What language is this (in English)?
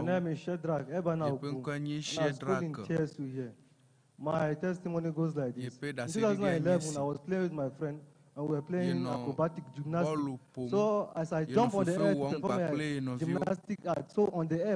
Ewe